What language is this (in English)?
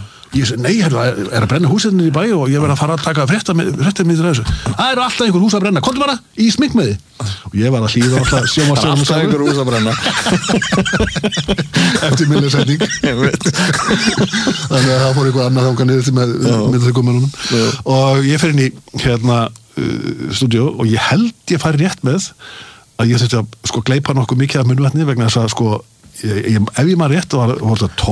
Icelandic